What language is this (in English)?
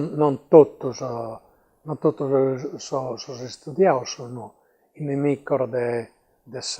Sardinian